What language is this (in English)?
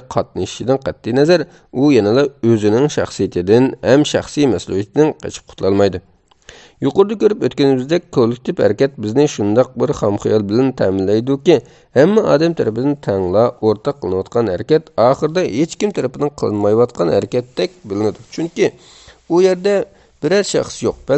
Uyghur